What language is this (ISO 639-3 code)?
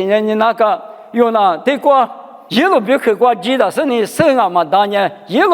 lis